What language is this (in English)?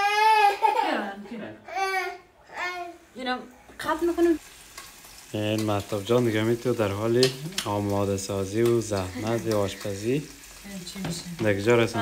Persian